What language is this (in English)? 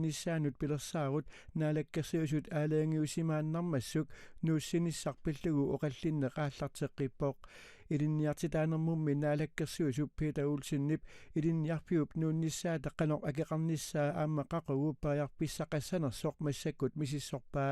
Kalaallisut